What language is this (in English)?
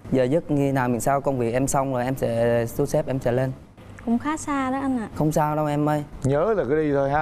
Vietnamese